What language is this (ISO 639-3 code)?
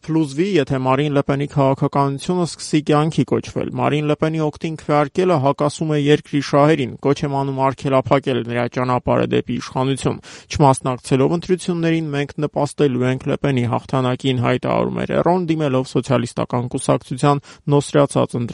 hye